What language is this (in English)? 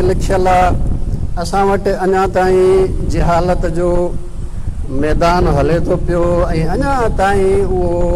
Sindhi